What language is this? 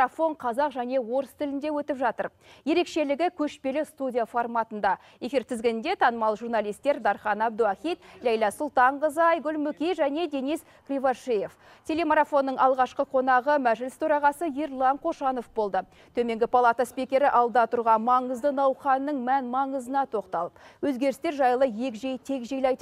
Kazakh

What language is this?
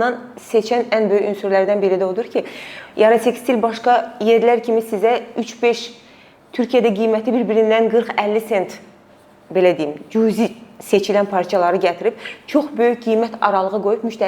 Azerbaijani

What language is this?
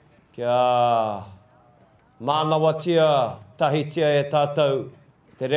Māori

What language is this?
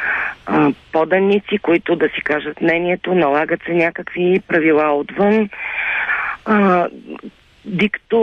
Bulgarian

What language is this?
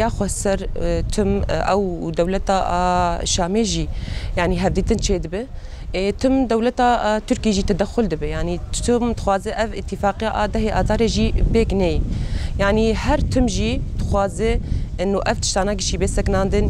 Kurdish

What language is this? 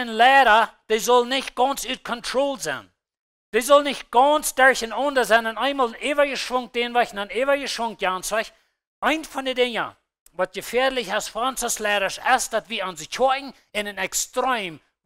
Plautdietsch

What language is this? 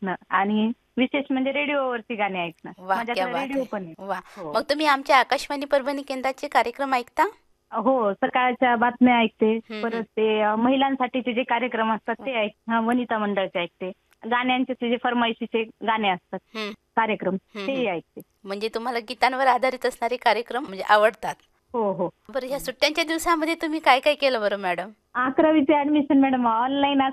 Marathi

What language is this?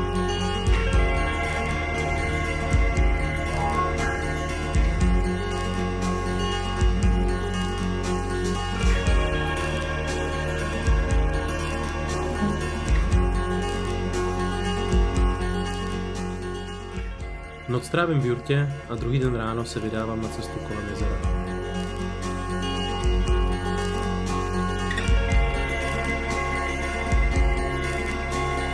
Czech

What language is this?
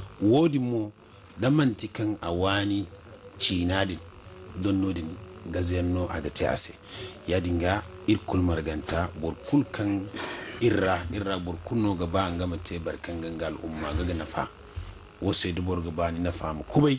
Zarma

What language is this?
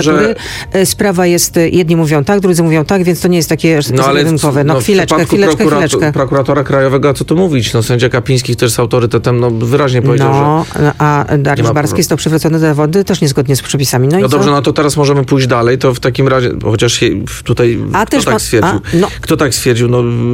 Polish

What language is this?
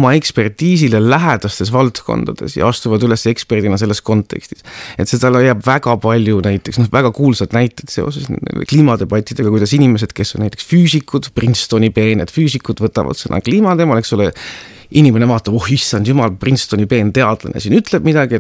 Estonian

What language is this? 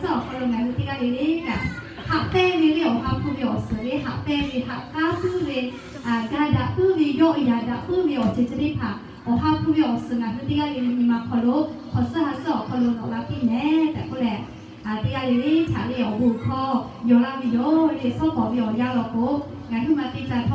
Lahu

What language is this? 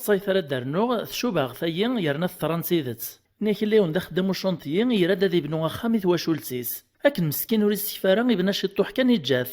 Kabyle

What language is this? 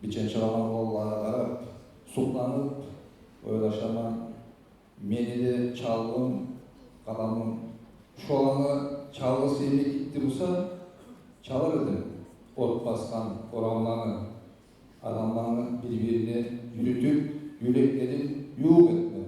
Kumyk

